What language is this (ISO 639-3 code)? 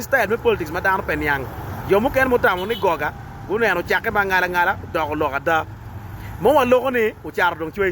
ach